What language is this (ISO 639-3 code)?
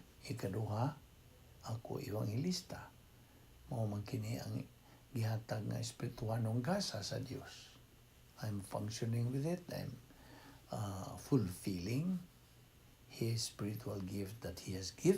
ceb